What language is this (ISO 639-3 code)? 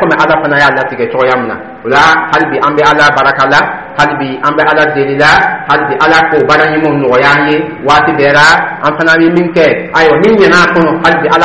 dyu